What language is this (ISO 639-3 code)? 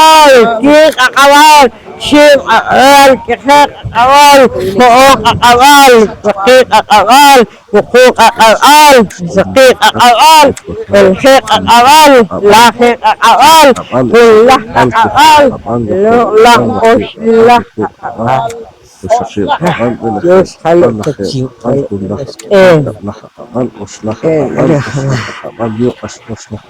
poh